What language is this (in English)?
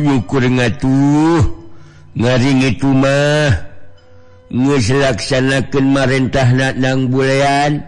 Sundanese